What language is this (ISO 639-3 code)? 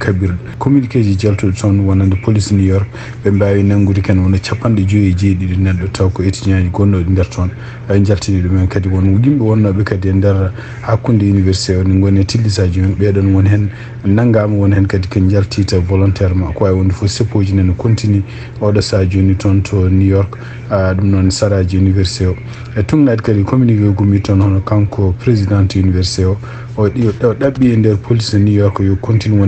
ful